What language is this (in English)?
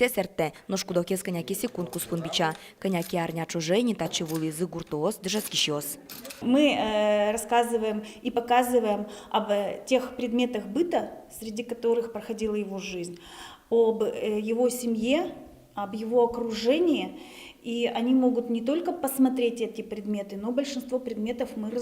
Udmurt